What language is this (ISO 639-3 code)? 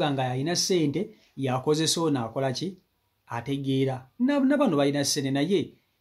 lug